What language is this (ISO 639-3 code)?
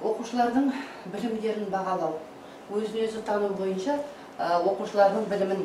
kaz